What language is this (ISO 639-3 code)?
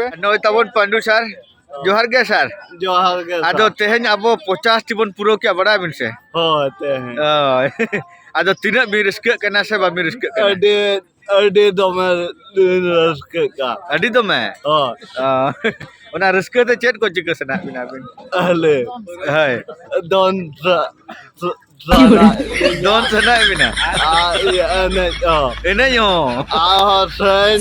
sat